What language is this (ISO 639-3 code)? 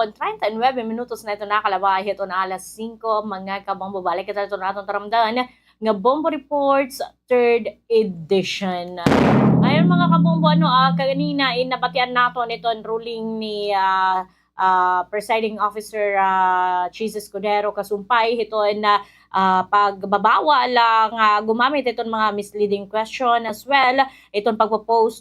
war